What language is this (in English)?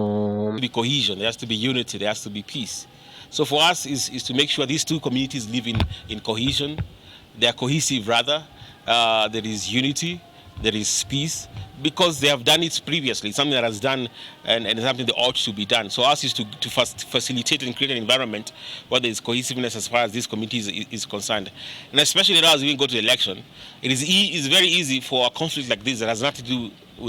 Meru